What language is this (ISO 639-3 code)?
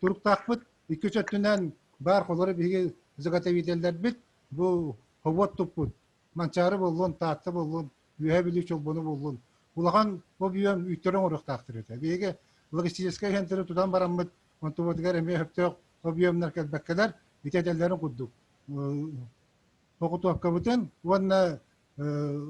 sah